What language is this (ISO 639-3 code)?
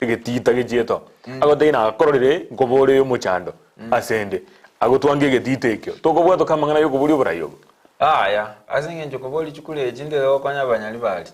guz